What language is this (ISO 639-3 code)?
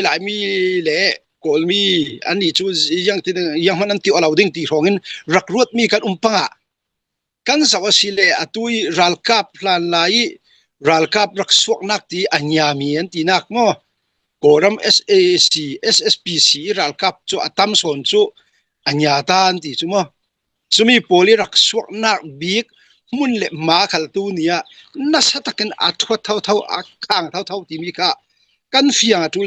cnh